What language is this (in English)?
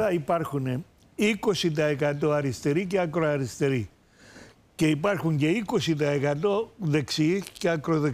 Greek